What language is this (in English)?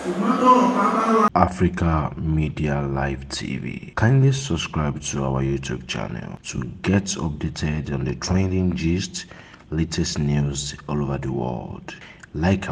Yoruba